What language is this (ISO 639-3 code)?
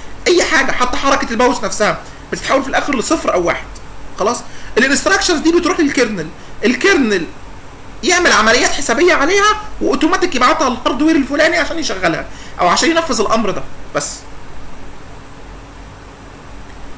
arz